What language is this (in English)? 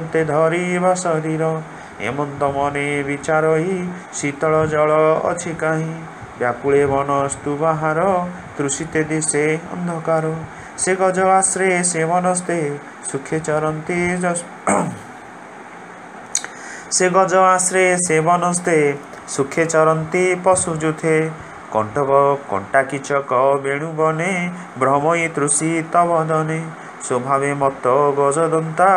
Odia